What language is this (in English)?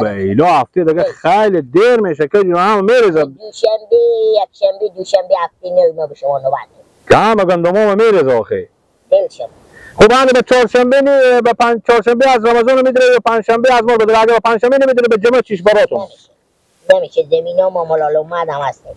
Persian